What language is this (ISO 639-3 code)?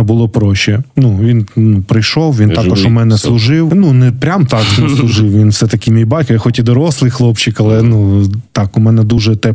ukr